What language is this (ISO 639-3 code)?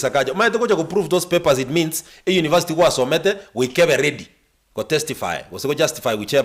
guz